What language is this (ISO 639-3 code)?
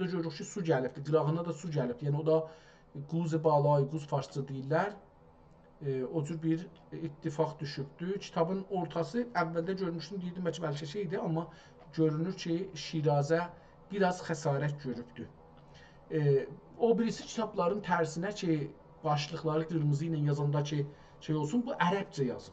azb